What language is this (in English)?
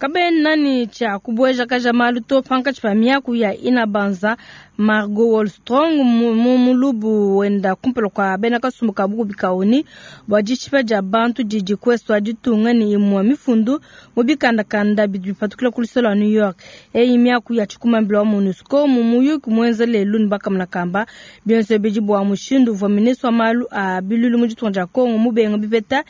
Luba-Lulua